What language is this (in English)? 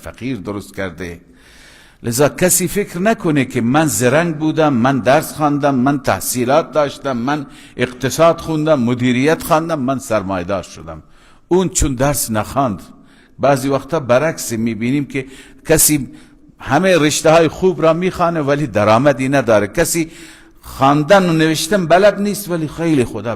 Persian